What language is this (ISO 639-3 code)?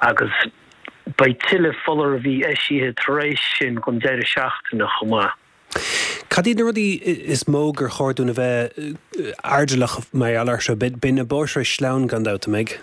gle